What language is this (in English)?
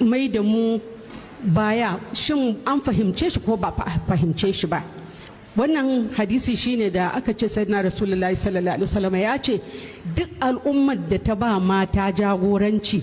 Hausa